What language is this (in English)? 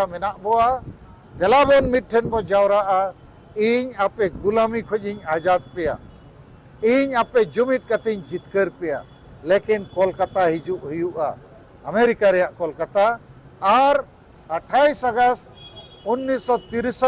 Santali